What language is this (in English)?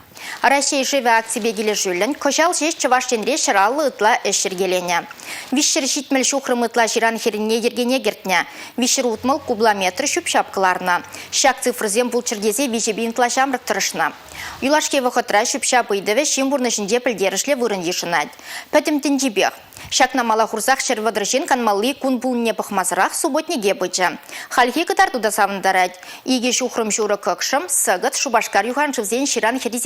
Chuvash